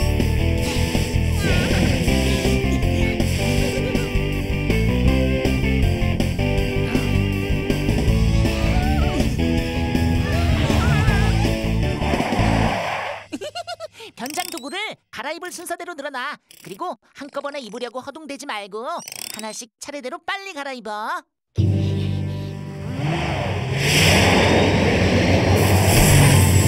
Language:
Korean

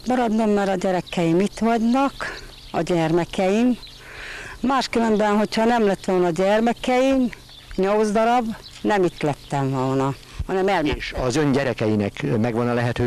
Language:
Hungarian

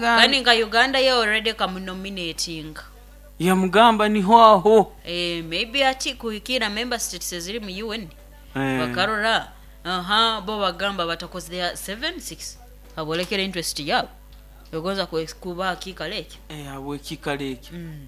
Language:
Nyankole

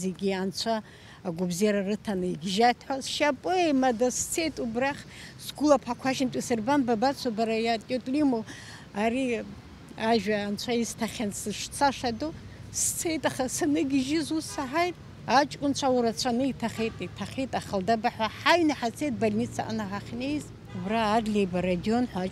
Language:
Abkhazian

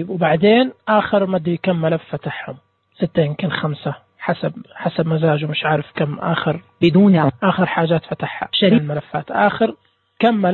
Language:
Najdi Arabic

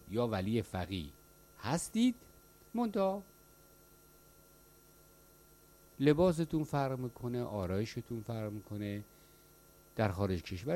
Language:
Persian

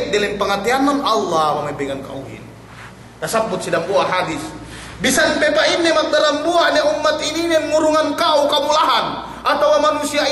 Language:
Yakan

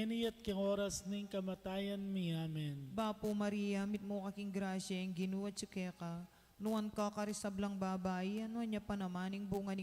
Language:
Pampanga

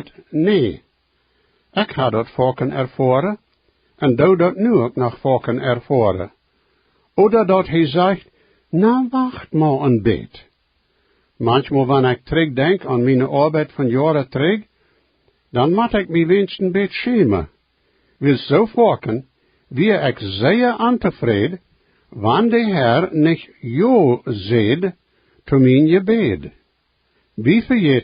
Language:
Plautdietsch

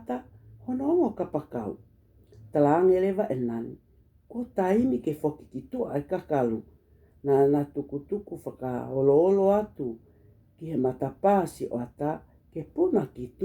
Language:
Tongan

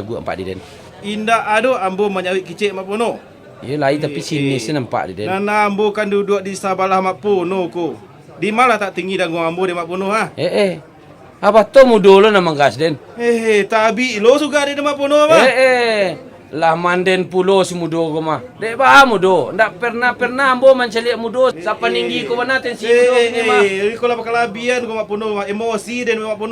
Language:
Minangkabau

